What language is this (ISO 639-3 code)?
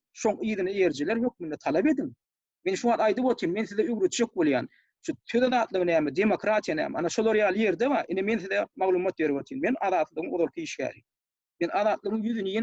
tuk